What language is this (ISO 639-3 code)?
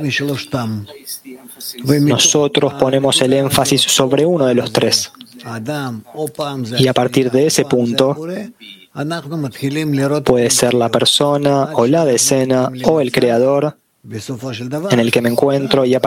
spa